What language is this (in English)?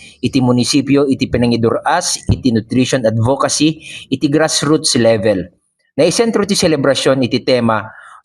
Iloko